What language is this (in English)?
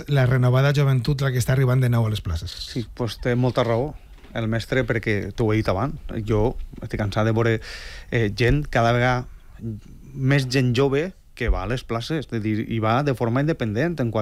Catalan